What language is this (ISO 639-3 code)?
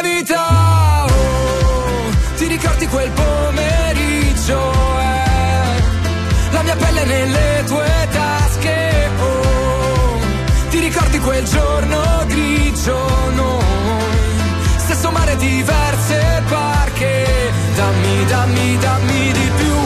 ita